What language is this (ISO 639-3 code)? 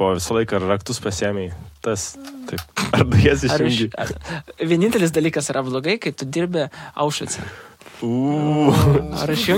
lit